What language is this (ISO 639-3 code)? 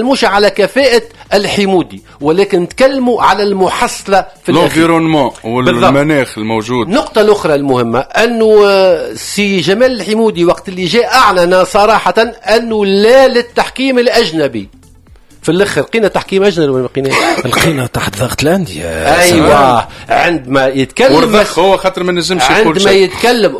aeb